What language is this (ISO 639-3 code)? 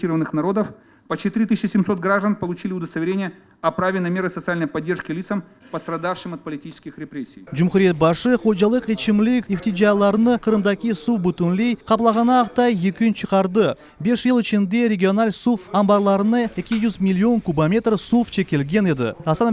crh